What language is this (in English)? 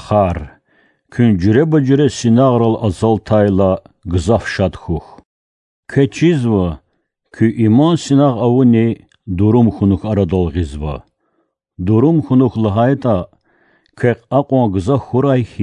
Lezghian